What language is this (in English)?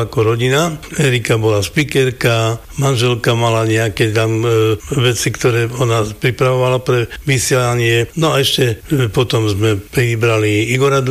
Slovak